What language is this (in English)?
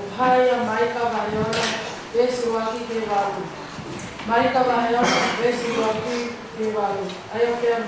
Tongan